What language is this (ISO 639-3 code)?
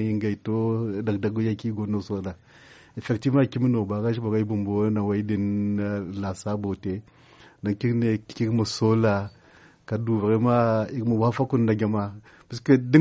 dje